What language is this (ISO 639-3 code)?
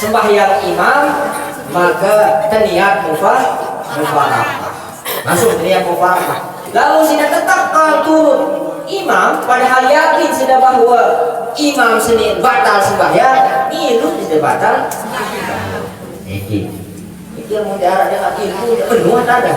sas